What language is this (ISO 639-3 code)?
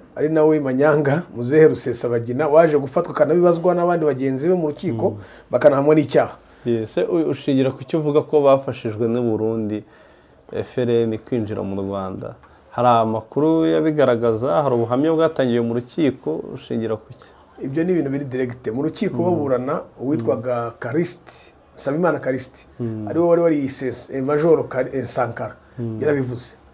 kin